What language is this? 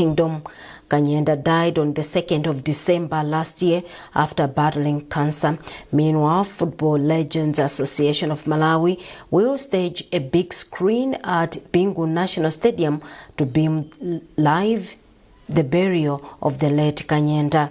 English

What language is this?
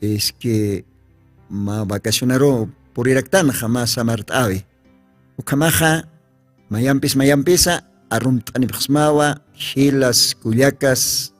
Aymara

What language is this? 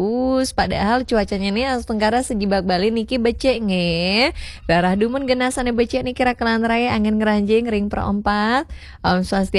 Balinese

